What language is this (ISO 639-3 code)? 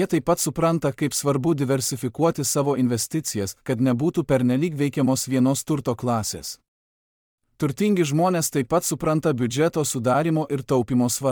lit